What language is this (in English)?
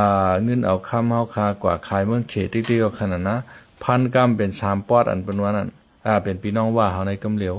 Shan